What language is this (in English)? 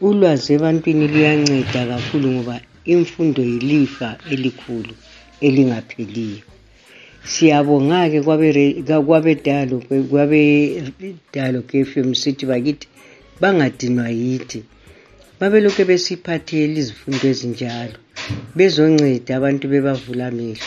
North Ndebele